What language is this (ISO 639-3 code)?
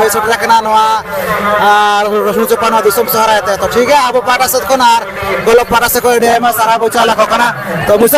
sat